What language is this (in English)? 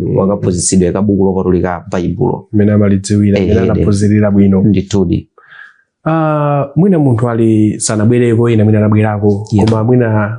Nyanja